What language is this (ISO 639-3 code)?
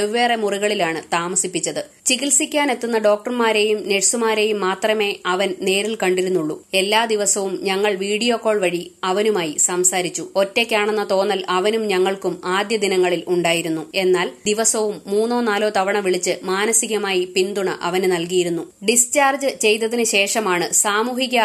mal